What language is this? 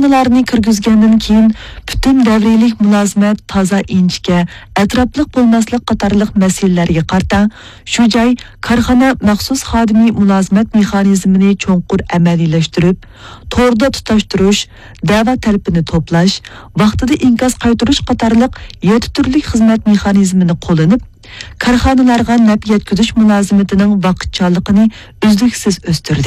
Uyghur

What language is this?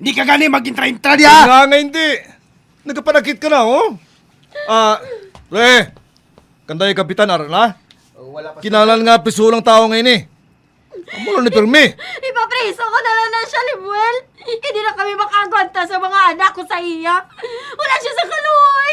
Hiligaynon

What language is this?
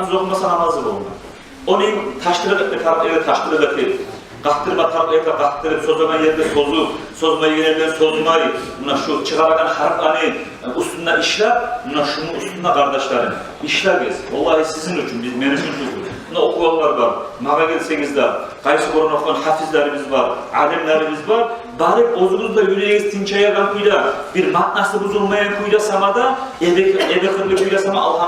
Kumyk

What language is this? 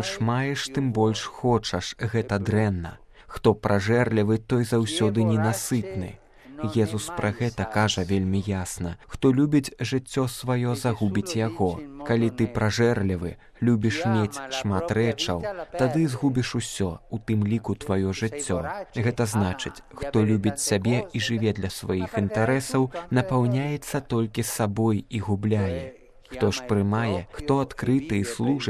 Belarusian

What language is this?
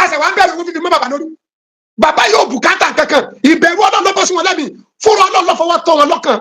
Yoruba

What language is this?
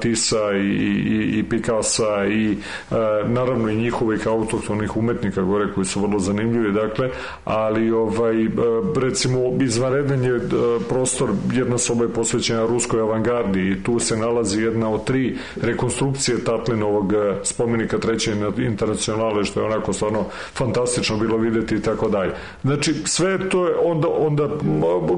Serbian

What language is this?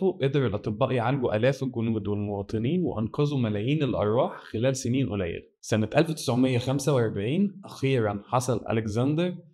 Egyptian Arabic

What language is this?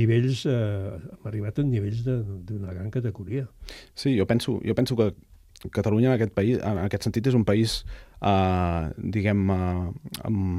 Catalan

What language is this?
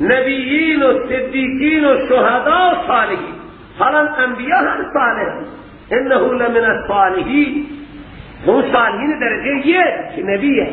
Persian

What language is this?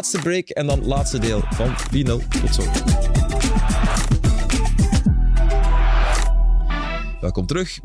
Dutch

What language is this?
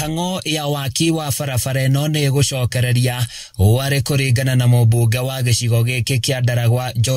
Kikuyu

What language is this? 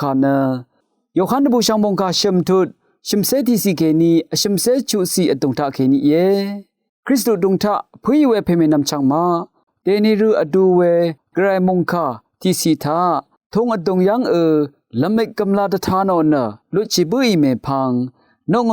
Rawang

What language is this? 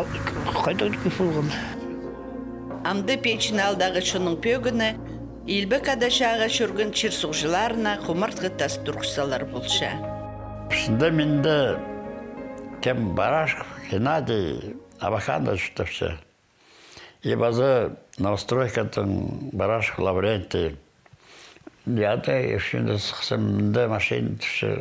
Khakas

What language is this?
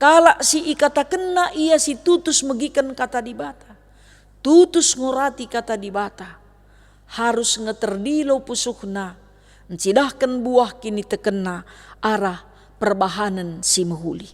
Batak Karo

